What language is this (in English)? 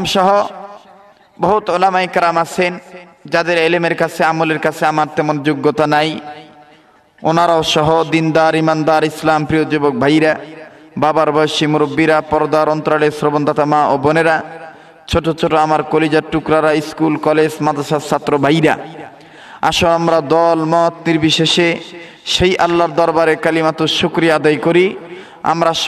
Bangla